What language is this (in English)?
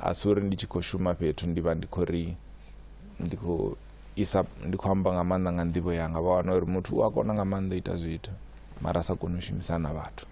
Venda